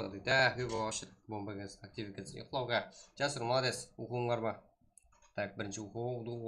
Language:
Kara-Kalpak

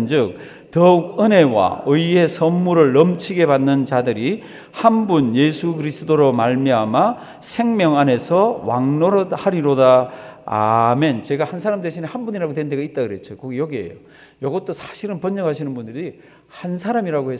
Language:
Korean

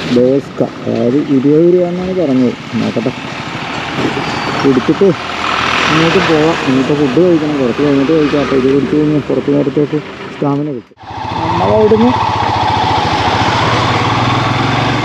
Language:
Malayalam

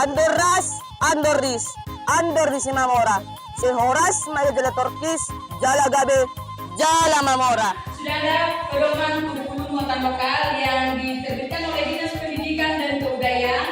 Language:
Batak Toba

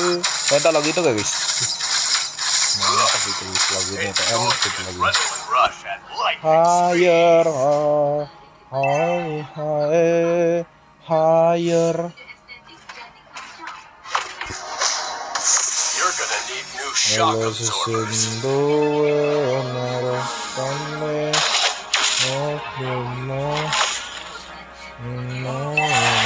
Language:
Indonesian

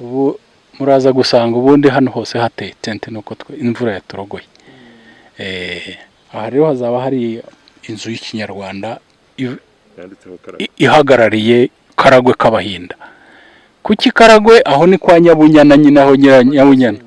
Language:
Kinyarwanda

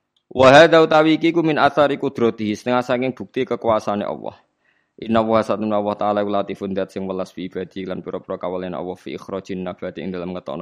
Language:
Javanese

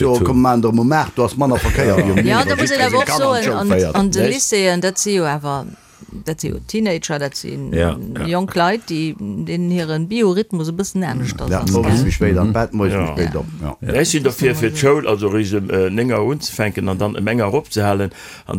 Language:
Luxembourgish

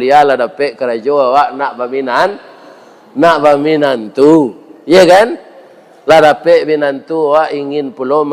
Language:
Minangkabau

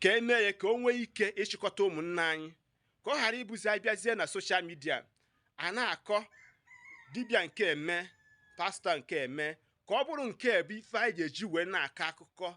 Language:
Igbo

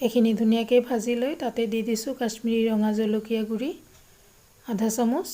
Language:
Assamese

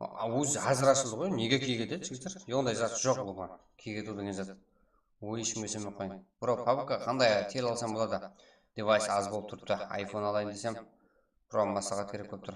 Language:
Kara-Kalpak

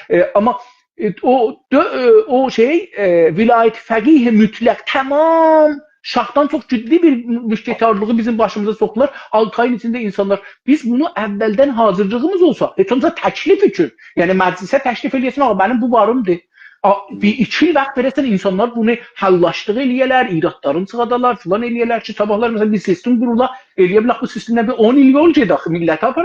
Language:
South Azerbaijani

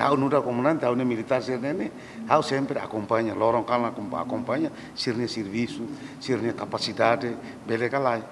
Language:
Tetum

